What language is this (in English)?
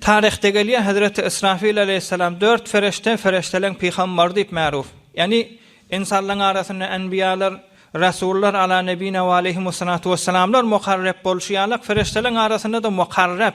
Turkmen